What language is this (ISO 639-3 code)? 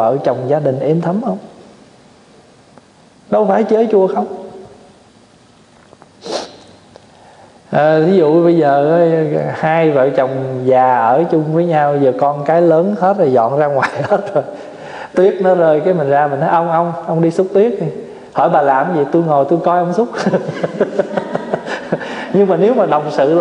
vie